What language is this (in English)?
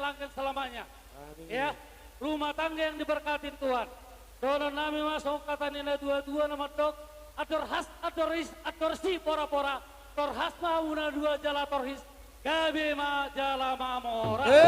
Batak Toba